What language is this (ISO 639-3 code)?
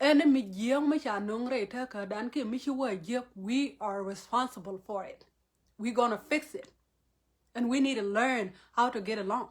nus